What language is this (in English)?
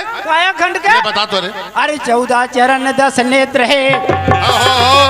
Chhattisgarhi